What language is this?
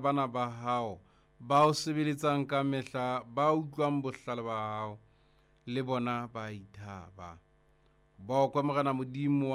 Southern Sotho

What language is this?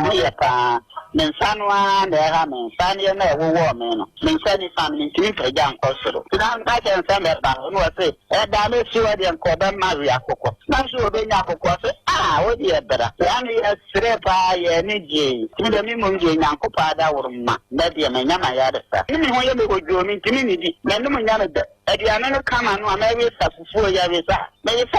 Akan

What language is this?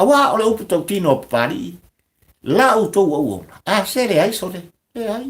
Samoan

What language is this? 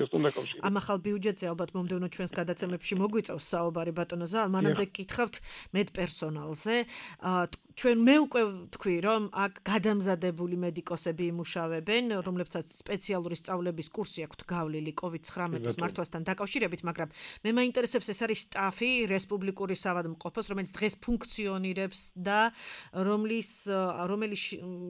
Georgian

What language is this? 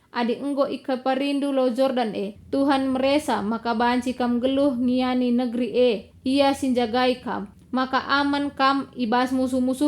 Batak Karo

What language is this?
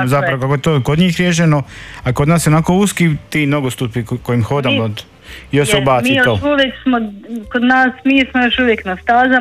Croatian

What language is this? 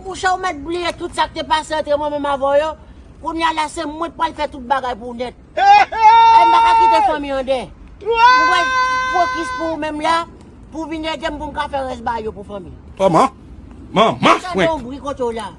Haitian Creole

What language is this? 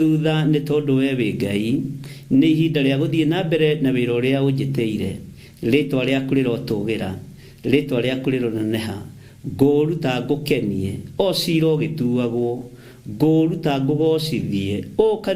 Kikuyu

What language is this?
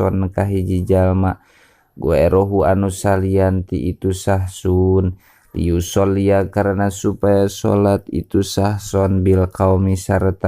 Sundanese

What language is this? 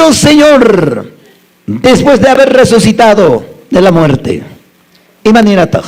Quechua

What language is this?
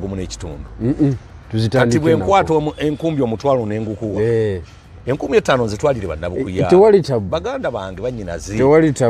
Ganda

